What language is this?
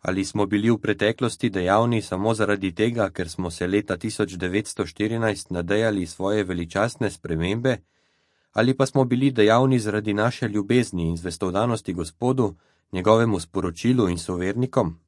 Slovenian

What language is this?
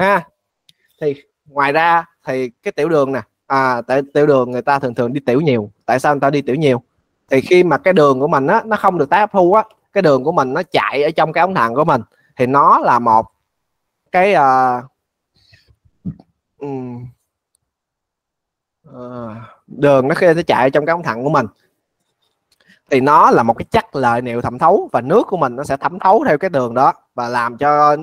Vietnamese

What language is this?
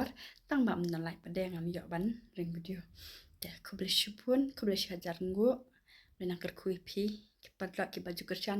Khasi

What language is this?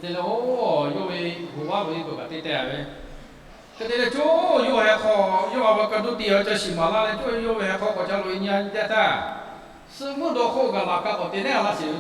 Lahu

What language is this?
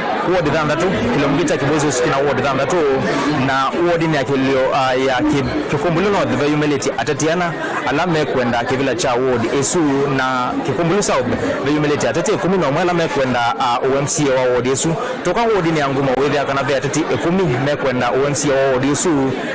Kamba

